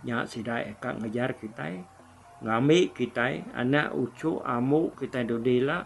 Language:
Iban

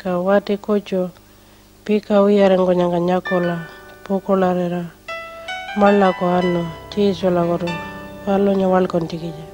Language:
Pitjantjatjara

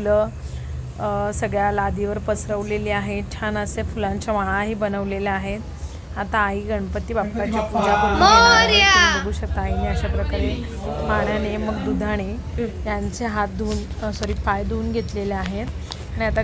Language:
Marathi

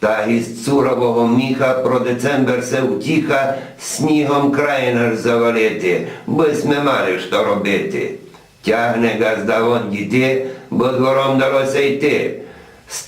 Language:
Rusyn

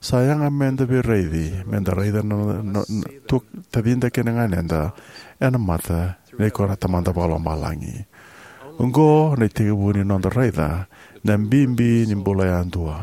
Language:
Fijian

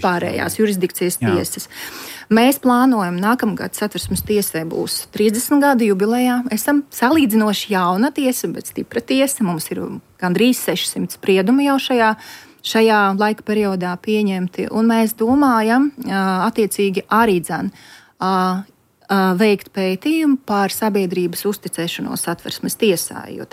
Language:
Latvian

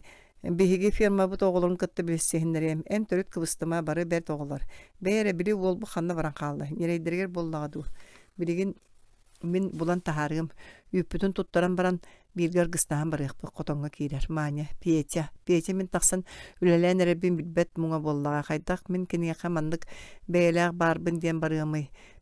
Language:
Yakut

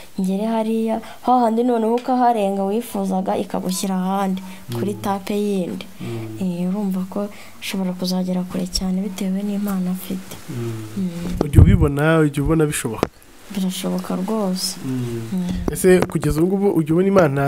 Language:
Kinyarwanda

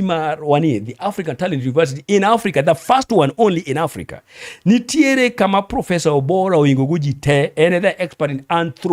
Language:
Luo (Kenya and Tanzania)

